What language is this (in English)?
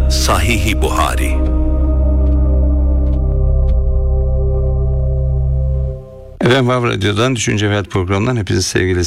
Turkish